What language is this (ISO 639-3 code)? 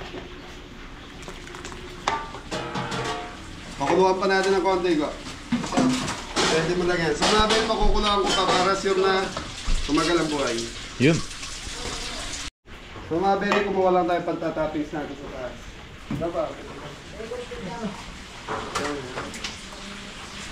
fil